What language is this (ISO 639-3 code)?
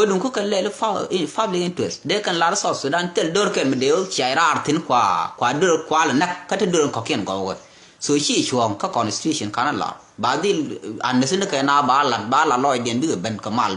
nus